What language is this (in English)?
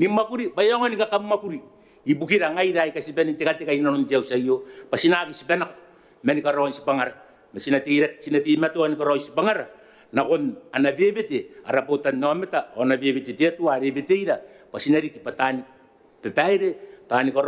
Gilbertese